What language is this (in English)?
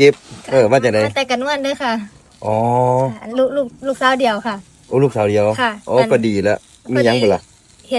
Northeastern Thai